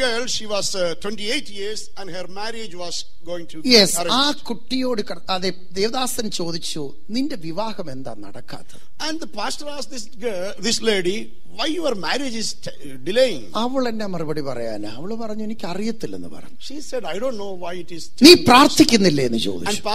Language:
Malayalam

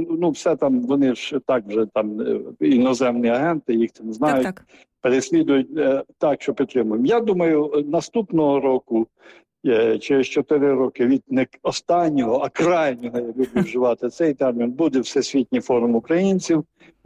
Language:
Ukrainian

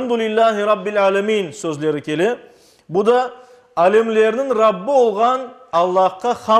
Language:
Crimean Tatar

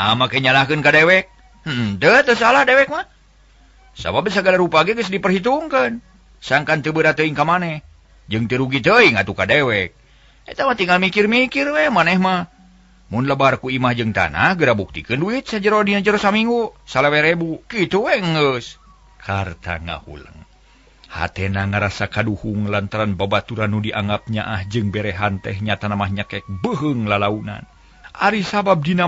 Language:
Sundanese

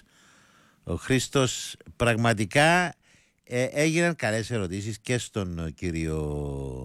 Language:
Greek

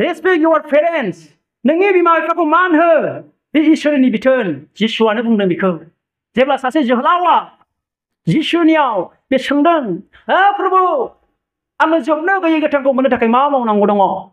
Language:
Bodo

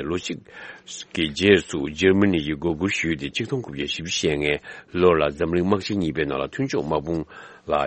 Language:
Tibetan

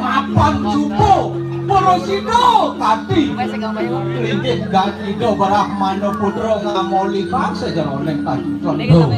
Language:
Balinese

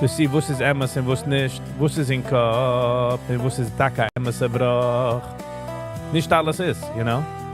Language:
Yiddish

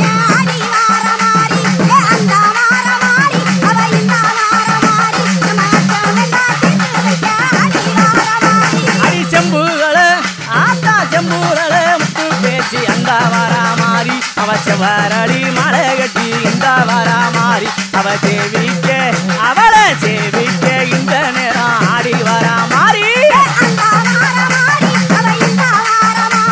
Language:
Tamil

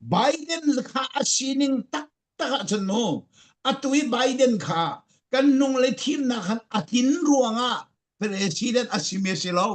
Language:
Falam Chin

